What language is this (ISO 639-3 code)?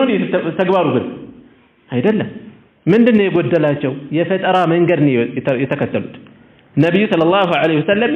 amh